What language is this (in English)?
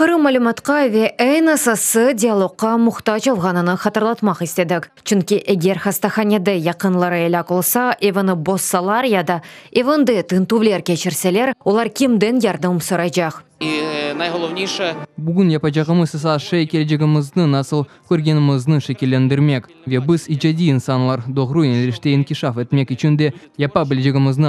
Crimean Tatar